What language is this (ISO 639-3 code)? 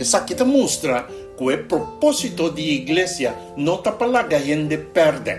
pap